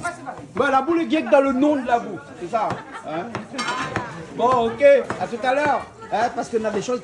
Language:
Réunion Creole French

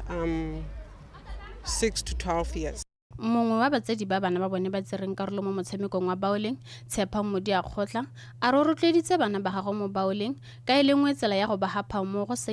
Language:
Tswana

